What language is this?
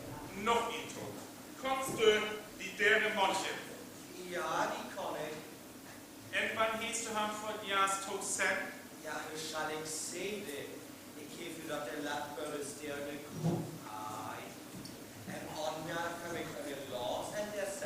Northern Frisian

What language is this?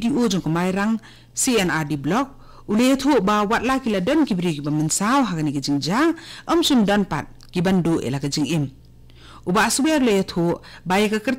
Khasi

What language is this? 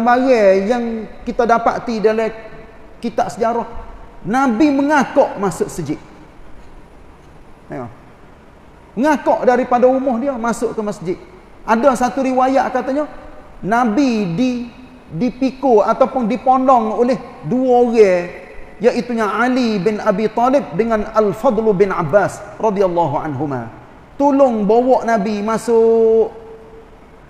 Malay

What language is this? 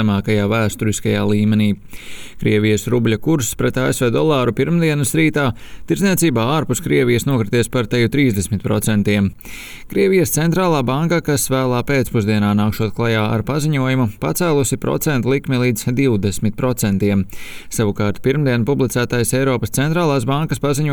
Latvian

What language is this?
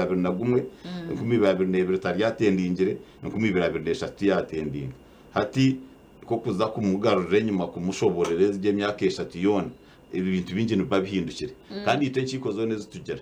Nyankole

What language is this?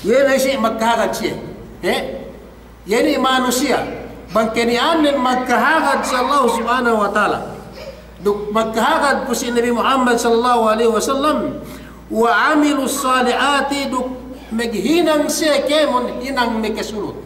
Yakan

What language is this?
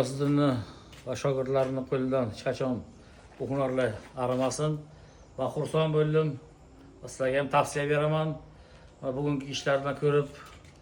Uzbek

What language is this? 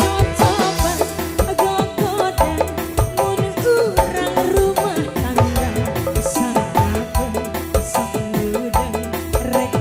Sundanese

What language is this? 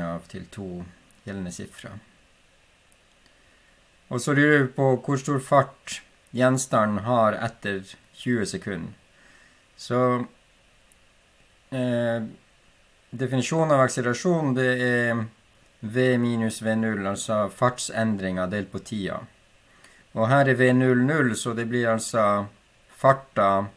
Norwegian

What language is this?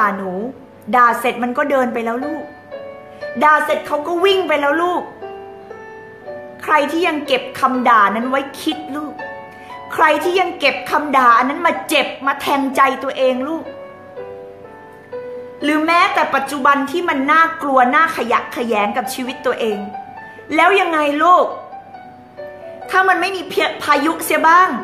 Thai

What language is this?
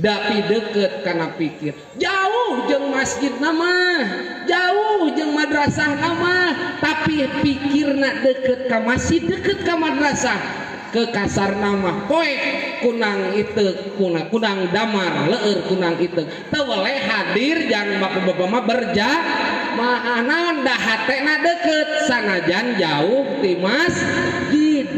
Sundanese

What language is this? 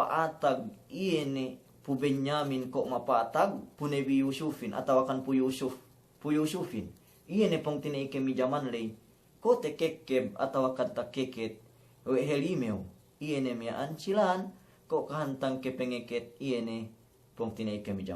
Yakan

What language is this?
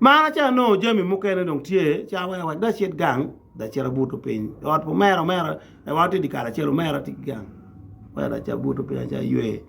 Acoli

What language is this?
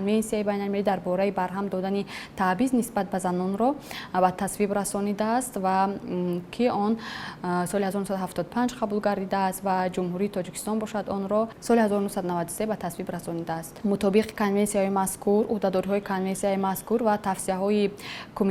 Tajik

